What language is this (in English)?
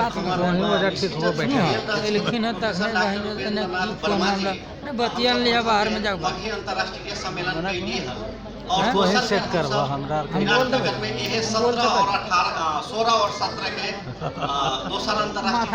Magahi